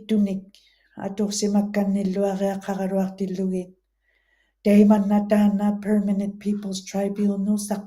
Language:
Western Canadian Inuktitut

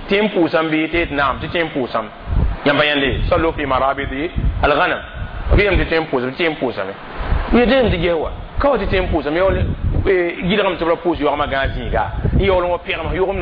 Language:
Mossi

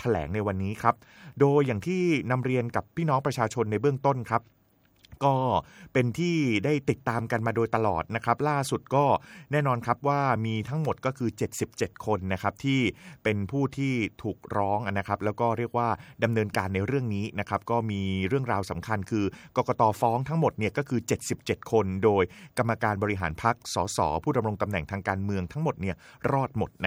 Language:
Thai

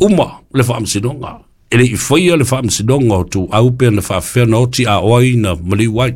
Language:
Samoan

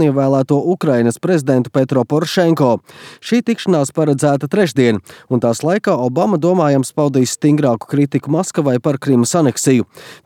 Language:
Latvian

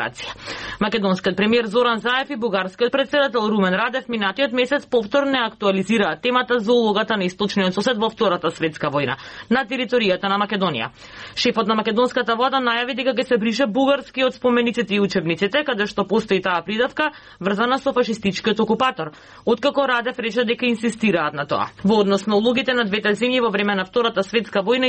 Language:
Macedonian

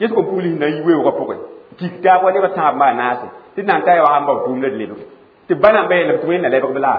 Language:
Mossi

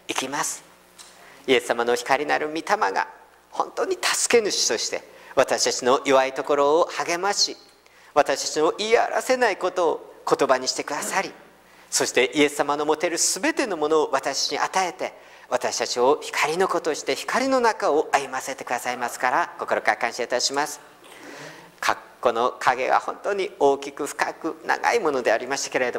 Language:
Japanese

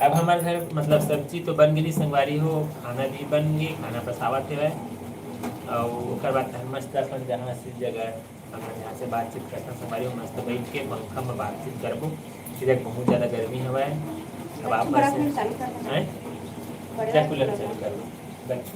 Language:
Chhattisgarhi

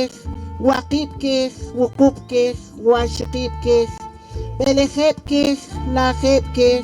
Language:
Poqomchi'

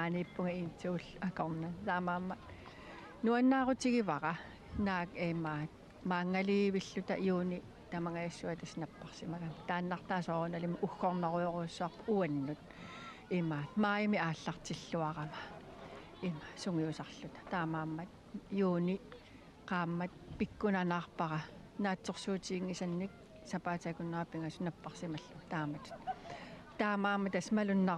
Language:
Kalaallisut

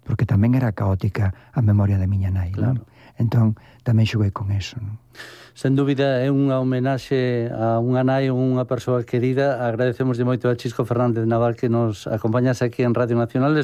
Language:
Galician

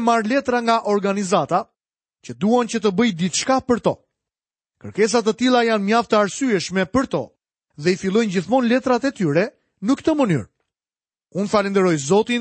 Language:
Albanian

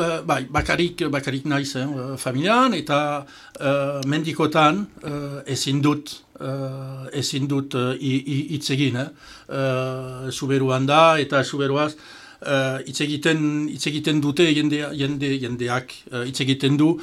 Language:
Basque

